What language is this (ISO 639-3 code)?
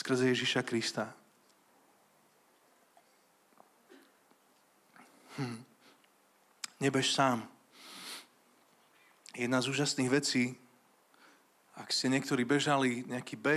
slk